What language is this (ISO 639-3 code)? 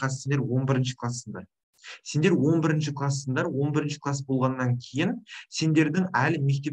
kaz